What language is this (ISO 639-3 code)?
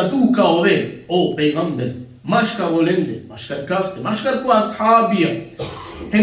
rmn